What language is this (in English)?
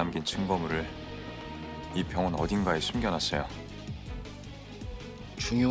Korean